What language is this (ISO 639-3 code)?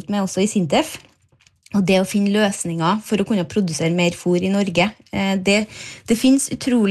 nor